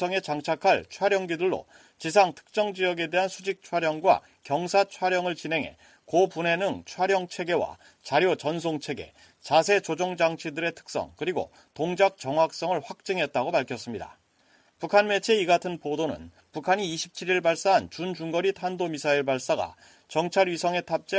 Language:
Korean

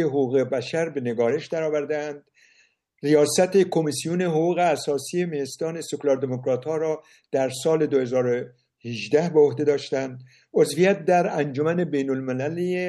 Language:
Persian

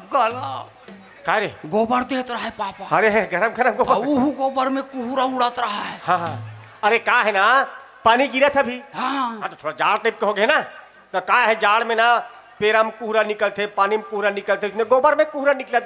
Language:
Chhattisgarhi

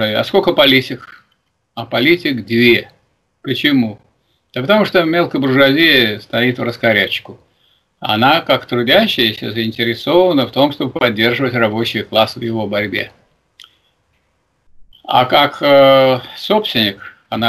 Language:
Russian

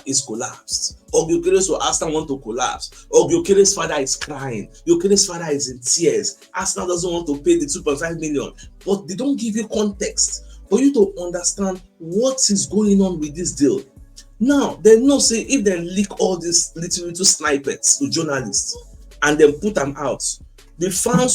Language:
Nigerian Pidgin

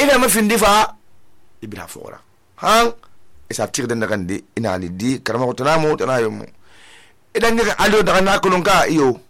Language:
Susu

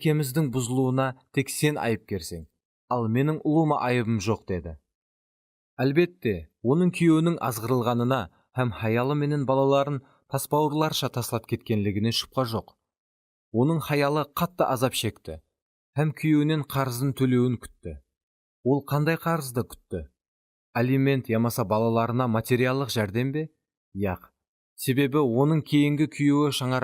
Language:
Kara-Kalpak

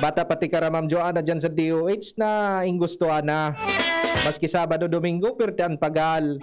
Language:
Bikol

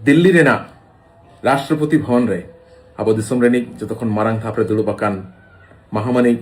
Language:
Santali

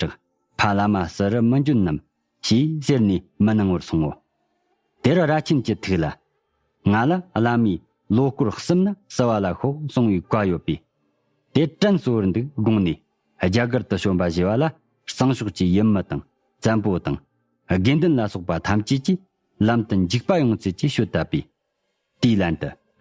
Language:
Tibetan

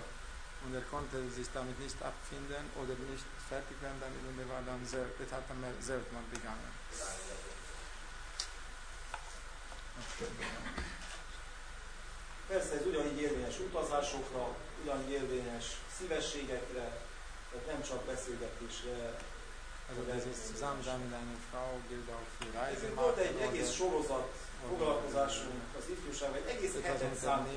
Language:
Hungarian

